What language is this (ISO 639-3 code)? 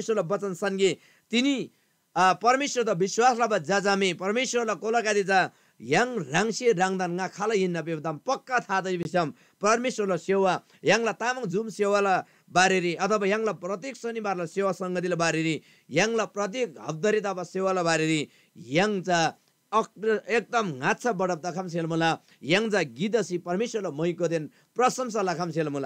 taj